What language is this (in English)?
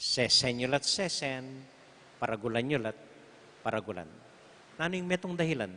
Pampanga